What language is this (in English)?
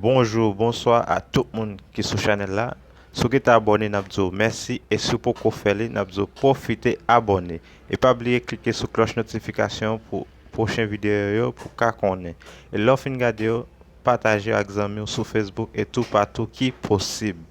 Haitian Creole